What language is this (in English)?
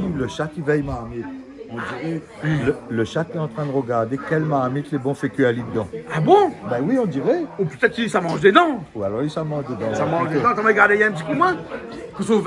Réunion Creole French